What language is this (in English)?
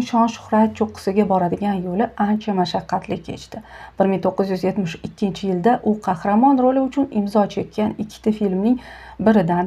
Uzbek